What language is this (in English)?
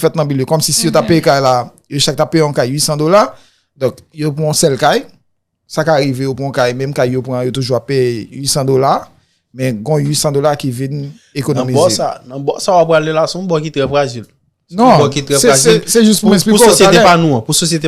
Haitian Creole